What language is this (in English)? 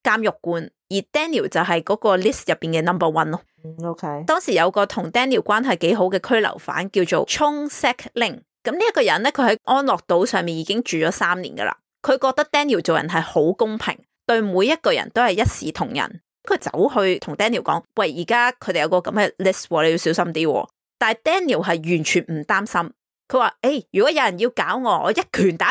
Cantonese